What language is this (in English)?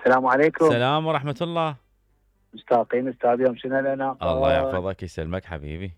Mesopotamian Arabic